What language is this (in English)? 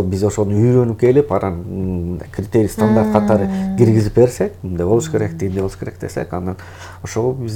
Kyrgyz